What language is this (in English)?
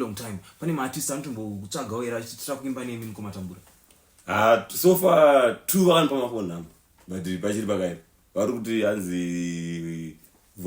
Shona